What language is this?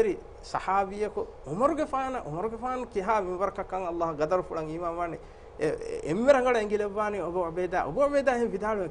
Divehi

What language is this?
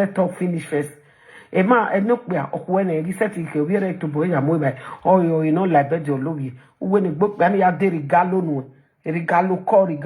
Nigerian Pidgin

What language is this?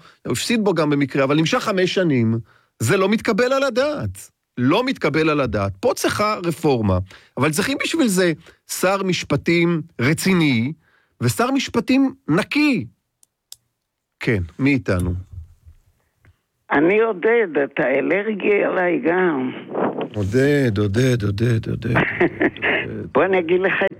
Hebrew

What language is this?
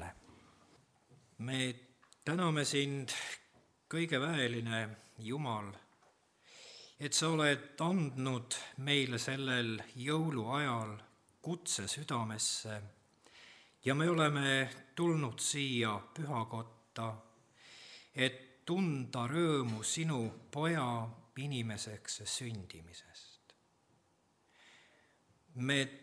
Estonian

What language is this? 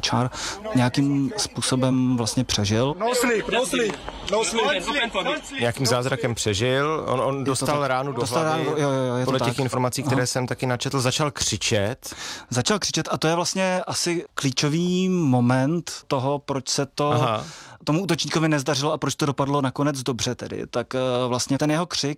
Czech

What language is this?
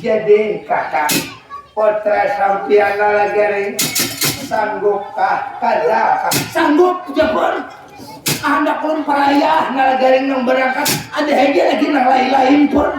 Banjar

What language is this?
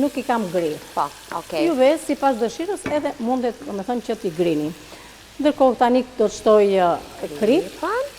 Albanian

